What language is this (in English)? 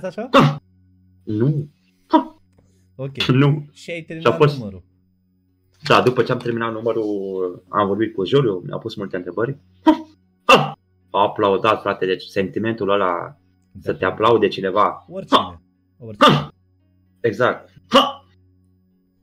Romanian